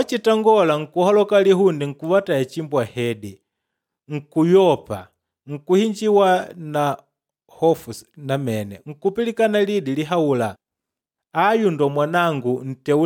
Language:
Makonde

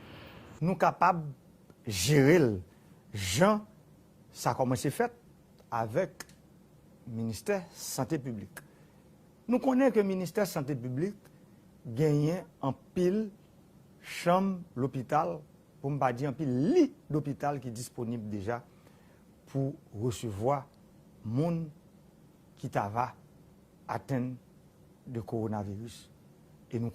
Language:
Haitian Creole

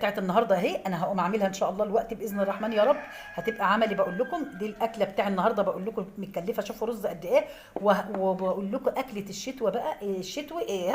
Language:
Egyptian Arabic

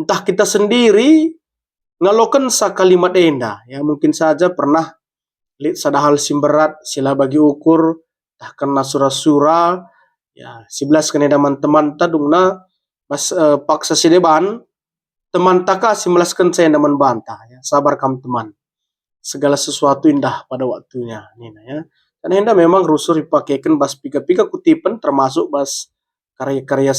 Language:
Batak Karo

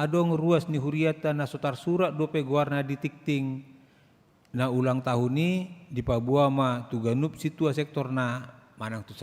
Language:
Batak Toba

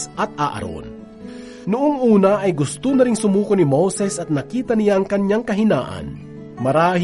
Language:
Filipino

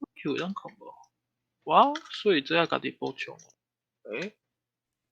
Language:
Min Nan Chinese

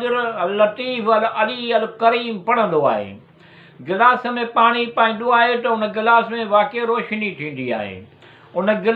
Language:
Sindhi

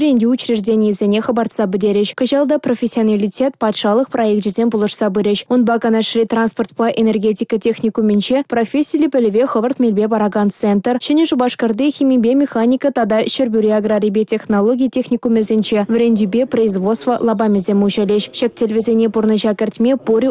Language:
Chuvash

